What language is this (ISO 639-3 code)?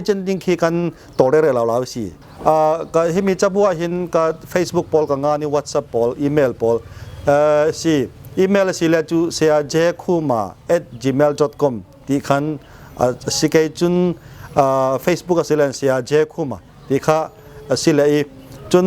cfm